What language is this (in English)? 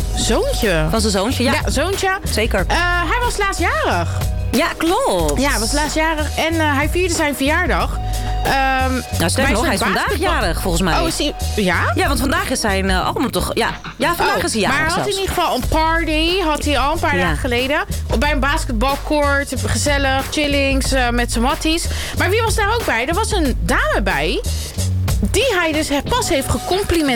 Dutch